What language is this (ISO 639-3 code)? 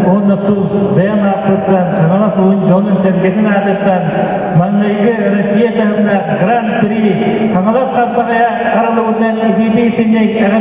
sah